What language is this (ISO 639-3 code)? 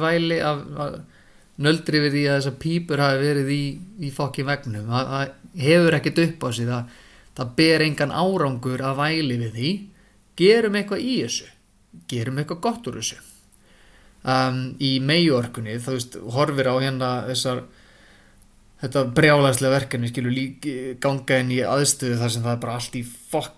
isl